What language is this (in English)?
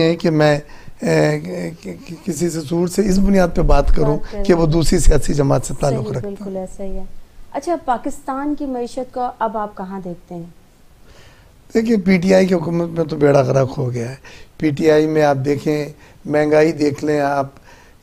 Urdu